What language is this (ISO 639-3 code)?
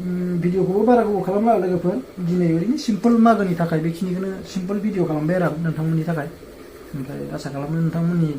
brx